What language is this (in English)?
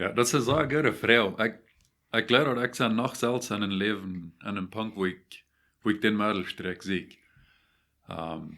Plautdietsch